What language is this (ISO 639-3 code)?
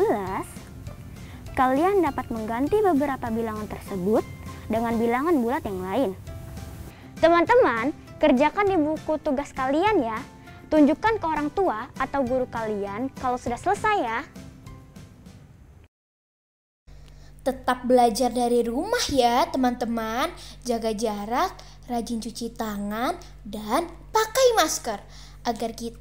ind